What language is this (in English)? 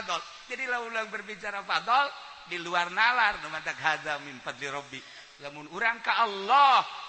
Sundanese